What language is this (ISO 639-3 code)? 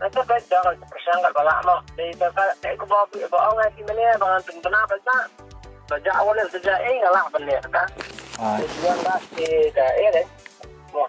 kha